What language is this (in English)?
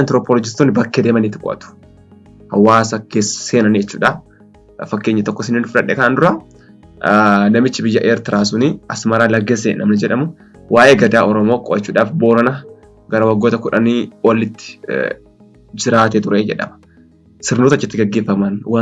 Oromo